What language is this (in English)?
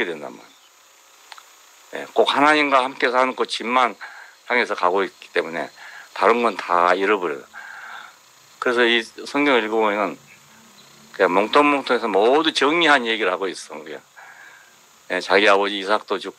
Korean